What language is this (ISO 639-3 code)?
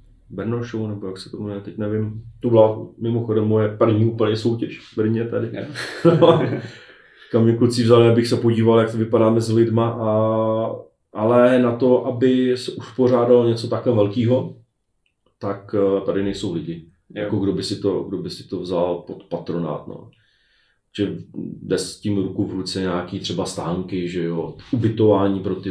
ces